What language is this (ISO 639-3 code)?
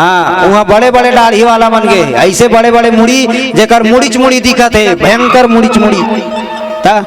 hne